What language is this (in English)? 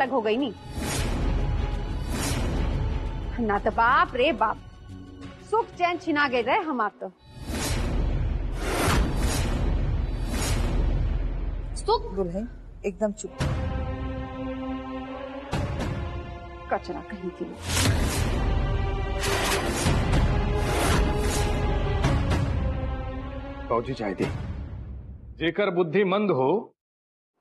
Bhojpuri